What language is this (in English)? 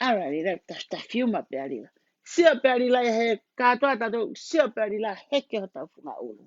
Tongan